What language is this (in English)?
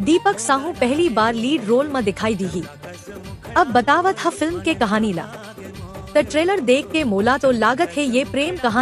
Chhattisgarhi